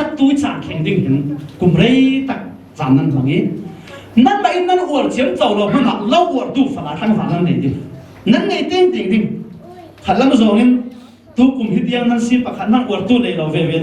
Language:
Falam Chin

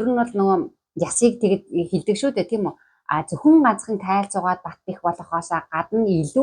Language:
Mongolian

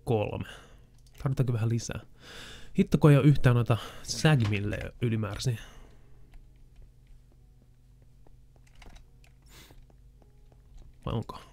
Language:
Finnish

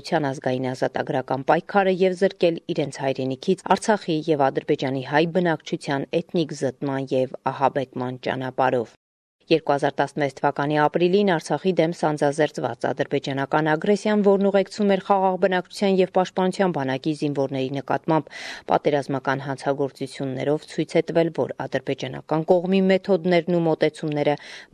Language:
Armenian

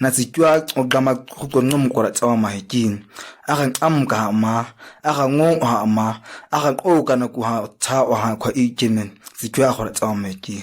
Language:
ǁGana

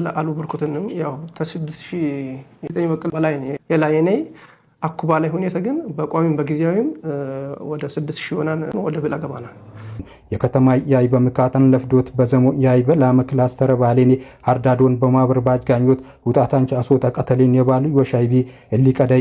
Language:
Silt'e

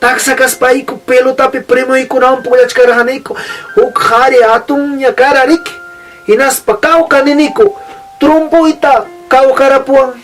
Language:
Ayacucho Quechua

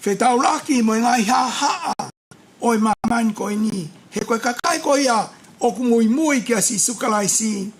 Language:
Tongan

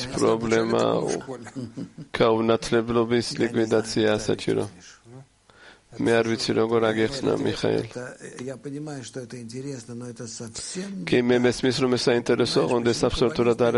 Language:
Georgian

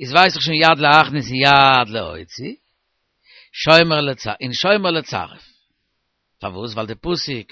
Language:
Yiddish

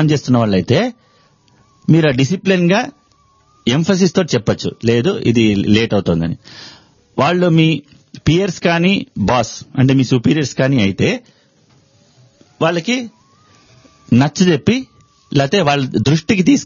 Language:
Telugu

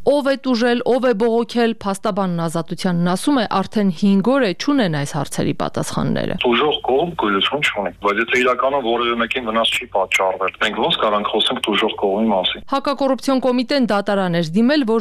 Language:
Armenian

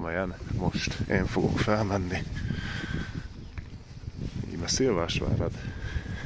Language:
Hungarian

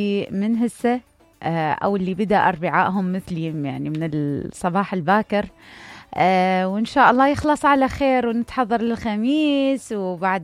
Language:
Mesopotamian Arabic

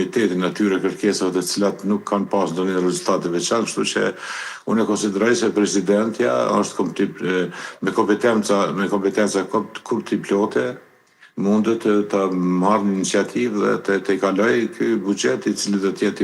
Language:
Albanian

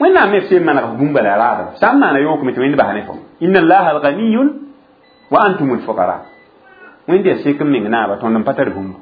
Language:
Mossi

